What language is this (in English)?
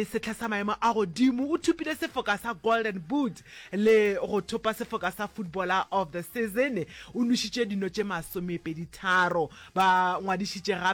Northern Sotho